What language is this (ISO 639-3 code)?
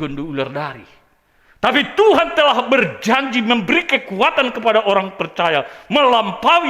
bts